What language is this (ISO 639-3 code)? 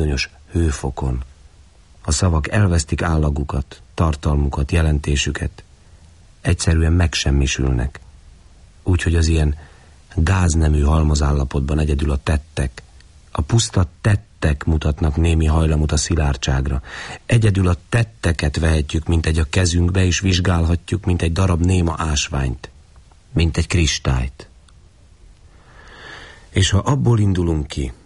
hun